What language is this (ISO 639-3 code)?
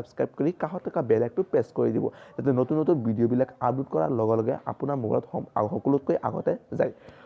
asm